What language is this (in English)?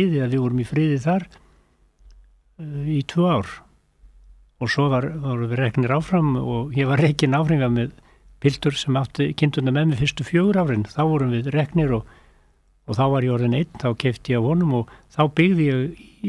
Icelandic